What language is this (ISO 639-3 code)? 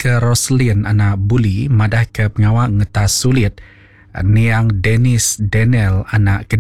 iba